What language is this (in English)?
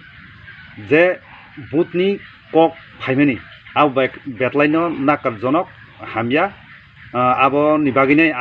Kok Borok